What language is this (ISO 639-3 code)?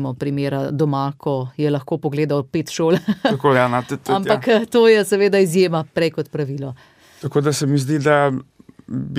slv